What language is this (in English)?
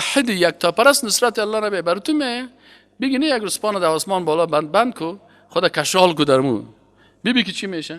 Persian